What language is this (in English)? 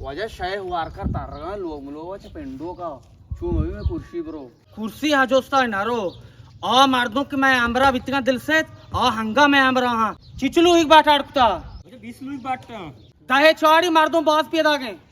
Baluchi